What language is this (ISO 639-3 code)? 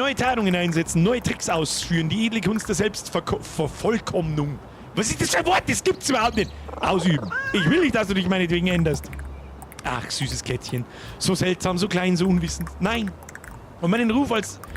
bar